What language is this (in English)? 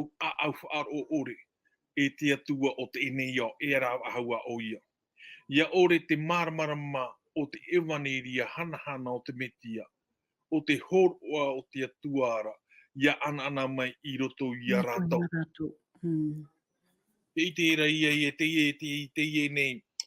Tahitian